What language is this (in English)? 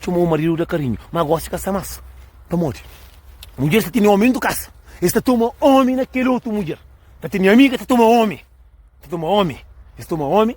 Kabuverdianu